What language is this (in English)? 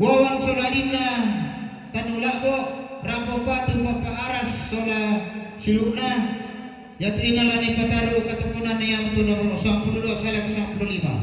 Toraja-Sa'dan